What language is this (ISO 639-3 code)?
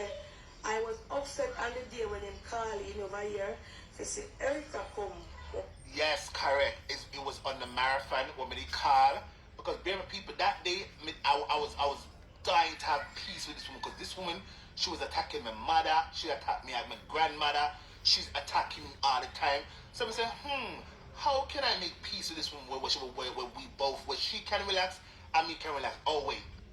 jam